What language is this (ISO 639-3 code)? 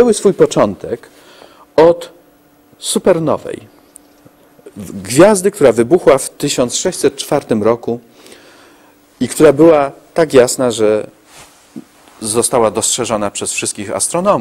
pol